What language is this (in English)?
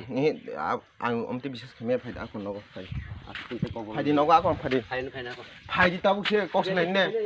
Kok Borok